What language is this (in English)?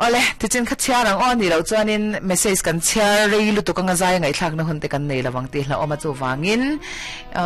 Mizo